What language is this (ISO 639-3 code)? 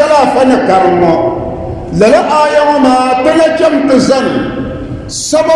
dag